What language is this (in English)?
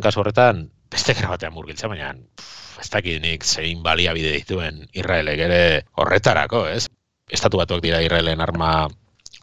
Basque